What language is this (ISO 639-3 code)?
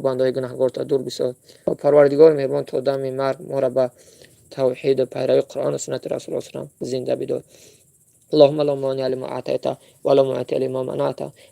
tgk